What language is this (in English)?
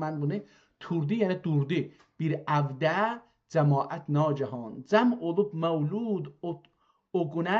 South Azerbaijani